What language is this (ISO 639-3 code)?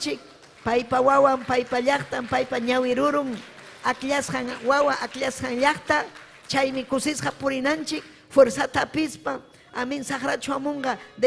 quy